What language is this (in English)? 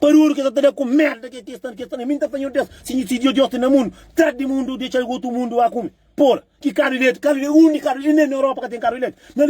Kabuverdianu